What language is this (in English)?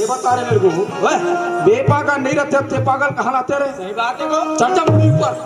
Chhattisgarhi